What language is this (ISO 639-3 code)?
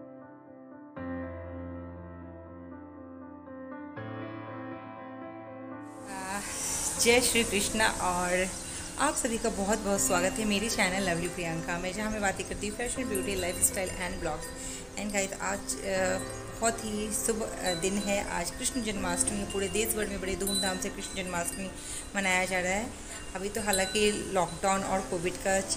hin